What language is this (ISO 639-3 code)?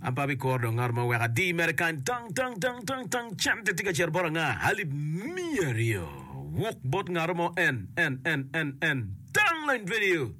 ach